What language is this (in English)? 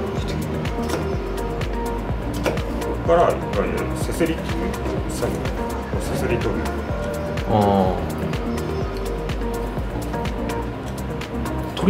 Japanese